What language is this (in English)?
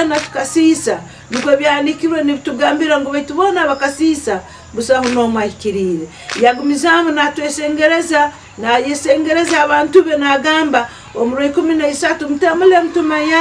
Nyankole